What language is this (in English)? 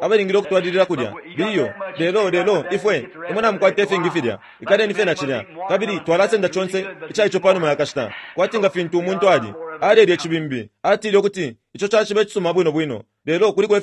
Bemba